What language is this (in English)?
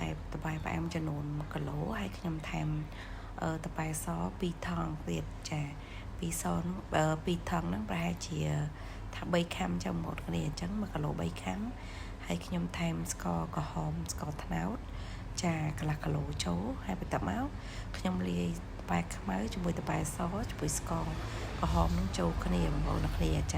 Khmer